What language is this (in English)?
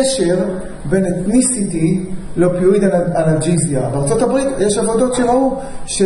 Hebrew